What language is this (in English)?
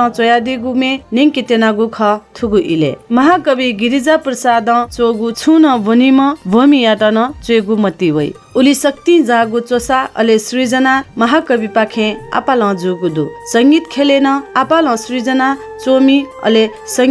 Newari